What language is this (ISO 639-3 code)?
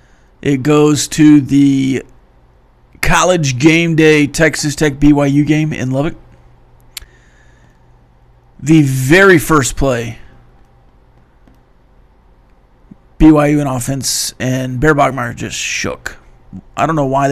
eng